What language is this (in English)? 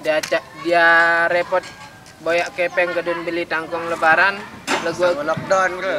Sasak